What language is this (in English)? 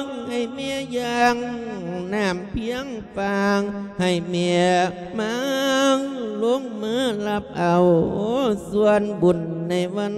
Lao